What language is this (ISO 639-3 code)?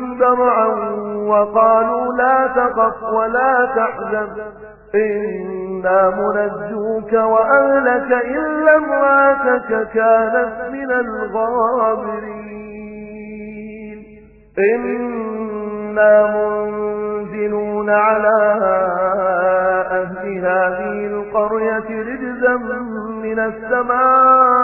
ara